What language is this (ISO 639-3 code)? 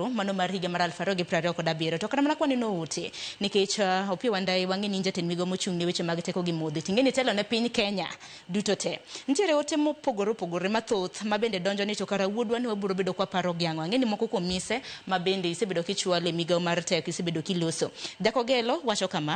luo